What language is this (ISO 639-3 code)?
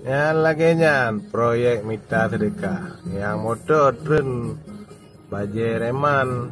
ace